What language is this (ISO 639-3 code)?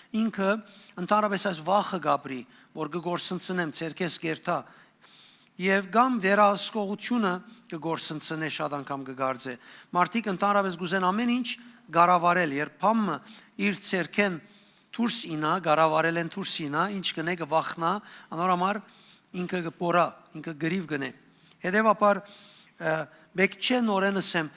hyw